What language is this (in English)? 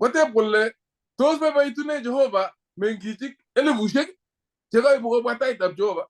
Kalenjin